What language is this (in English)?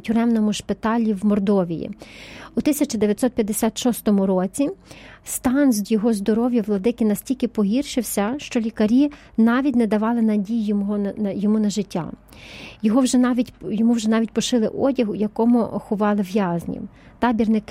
Ukrainian